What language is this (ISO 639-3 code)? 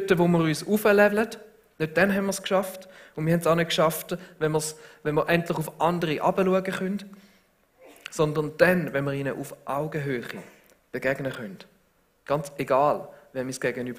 gsw